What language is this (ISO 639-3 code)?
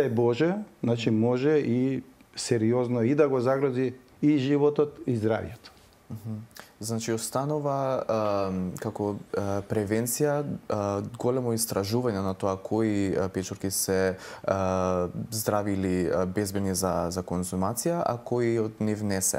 mkd